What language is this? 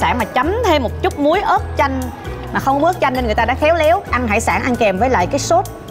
Vietnamese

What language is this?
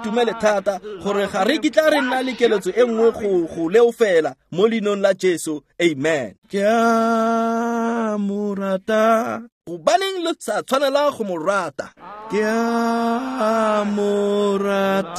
Tswana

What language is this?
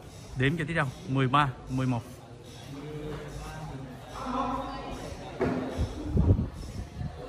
Vietnamese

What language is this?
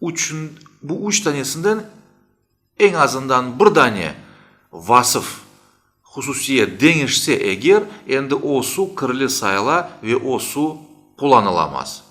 Crimean Tatar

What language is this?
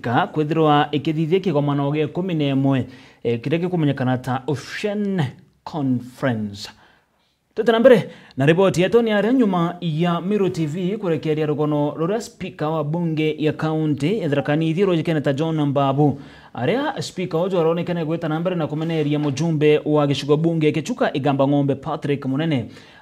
Meru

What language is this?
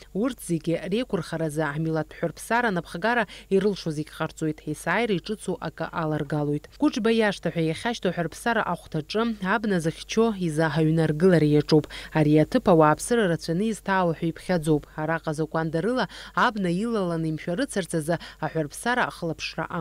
Abkhazian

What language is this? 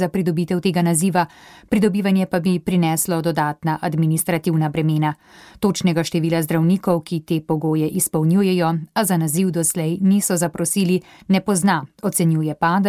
Slovenian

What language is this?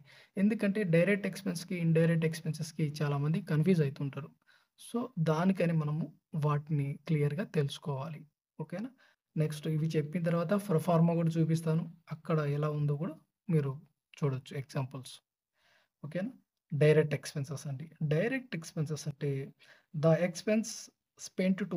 Telugu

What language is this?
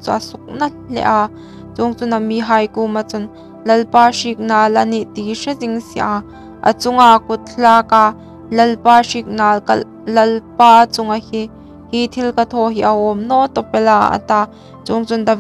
Hmar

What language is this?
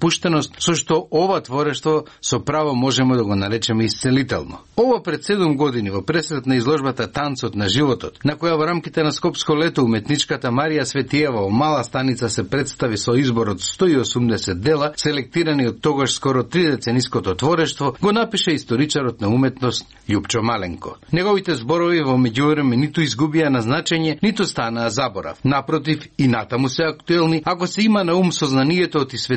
Macedonian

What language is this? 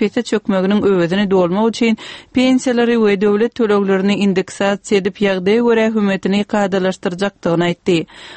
Turkmen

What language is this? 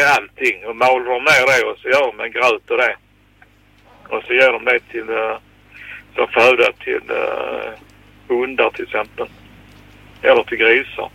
Swedish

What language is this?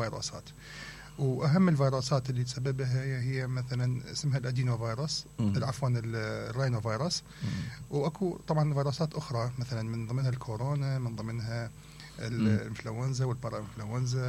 Mesopotamian Arabic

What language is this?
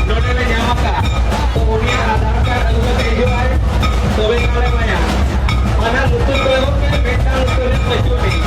Santali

